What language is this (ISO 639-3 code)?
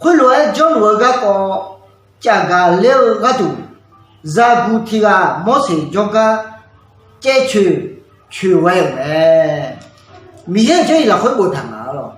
ahk